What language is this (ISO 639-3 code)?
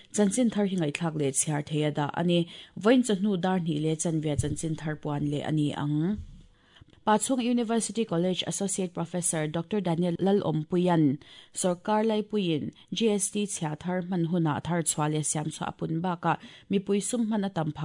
lus